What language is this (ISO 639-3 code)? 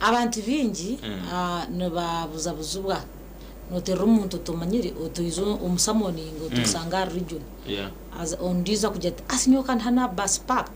nyn